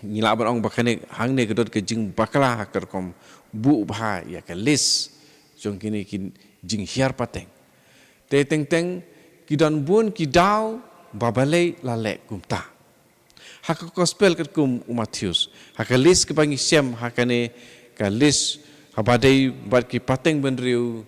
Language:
Khasi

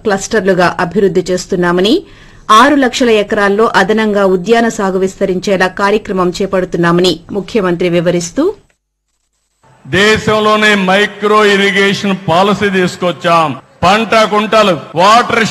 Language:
Telugu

